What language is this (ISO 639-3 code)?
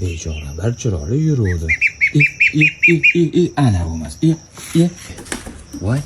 uzb